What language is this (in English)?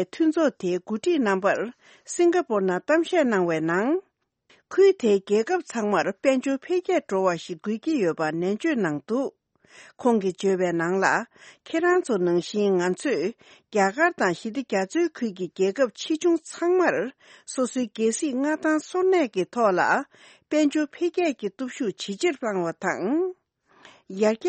Tibetan